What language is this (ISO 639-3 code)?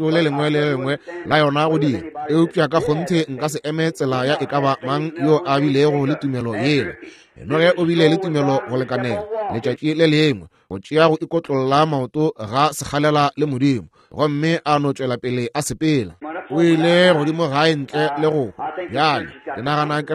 nso